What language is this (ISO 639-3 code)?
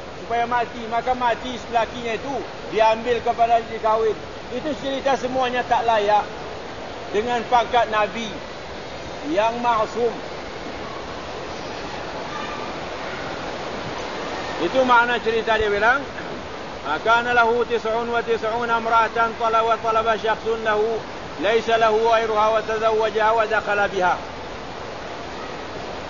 msa